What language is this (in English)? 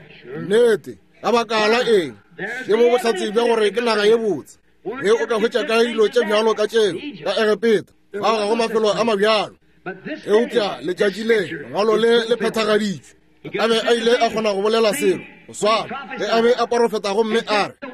Northern Sotho